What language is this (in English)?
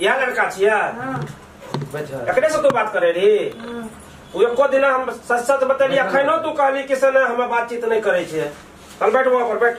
Maithili